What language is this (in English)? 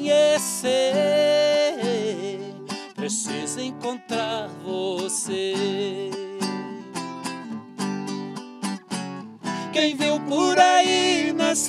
Portuguese